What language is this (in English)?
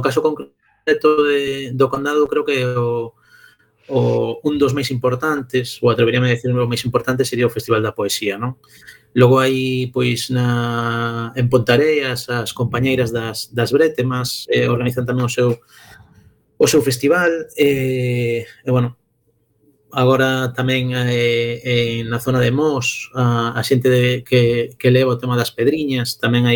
Galician